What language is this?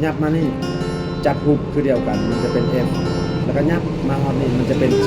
Lao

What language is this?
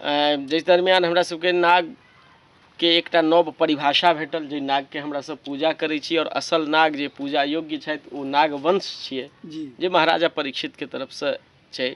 Maithili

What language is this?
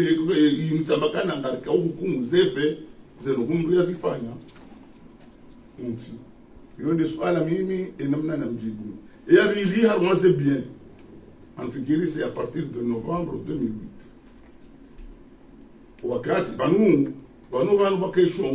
Swahili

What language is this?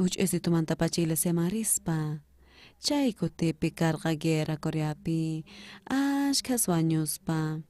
South Bolivian Quechua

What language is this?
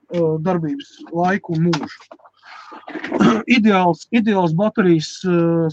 Latvian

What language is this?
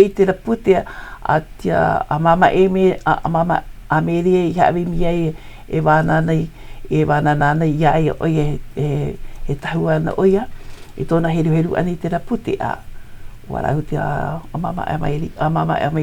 Hawaiian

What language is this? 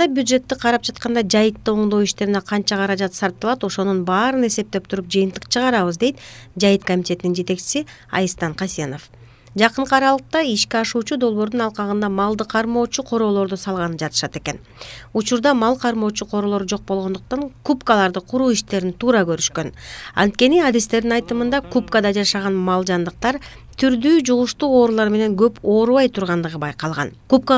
Kyrgyz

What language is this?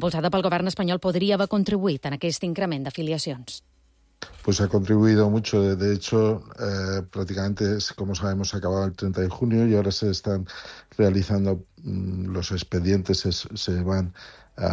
Catalan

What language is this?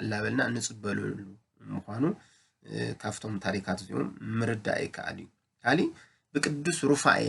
Tigrinya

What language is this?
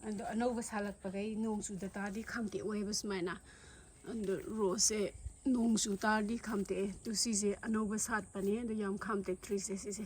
Manipuri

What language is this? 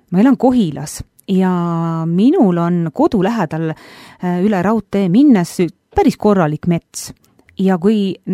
Estonian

